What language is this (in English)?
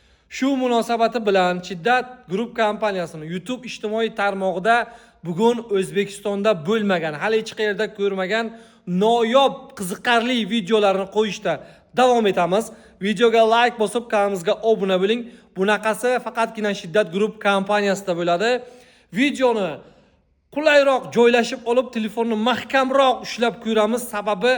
Uzbek